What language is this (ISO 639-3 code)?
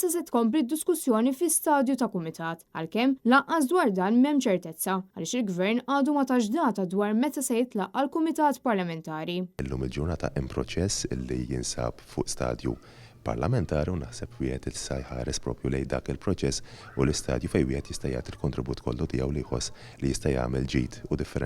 mlt